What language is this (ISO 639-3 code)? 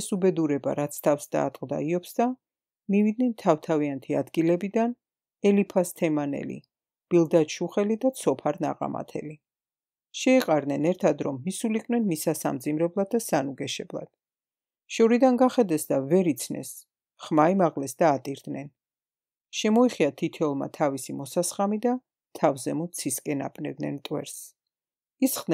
kat